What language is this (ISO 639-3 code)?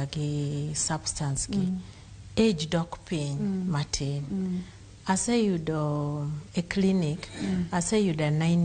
luo